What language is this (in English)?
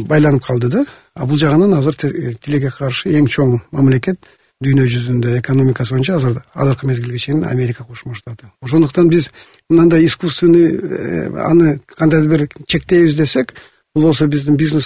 Kyrgyz